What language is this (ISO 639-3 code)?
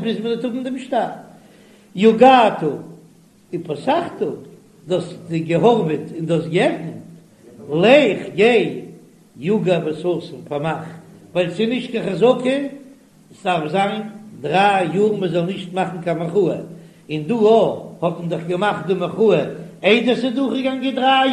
yid